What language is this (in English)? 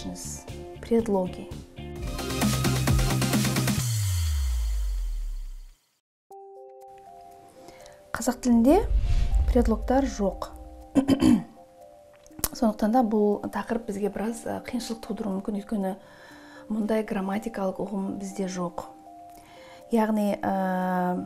Kazakh